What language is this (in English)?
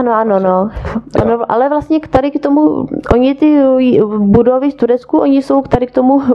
Czech